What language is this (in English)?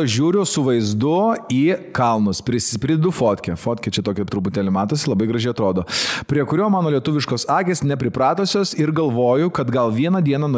Lithuanian